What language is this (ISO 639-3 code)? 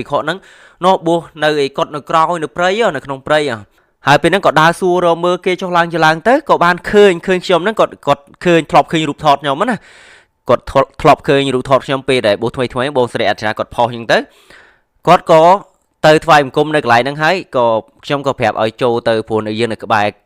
khm